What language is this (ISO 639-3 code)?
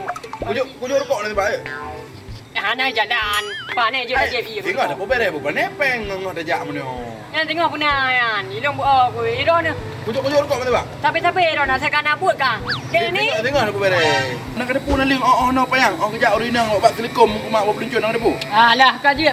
ace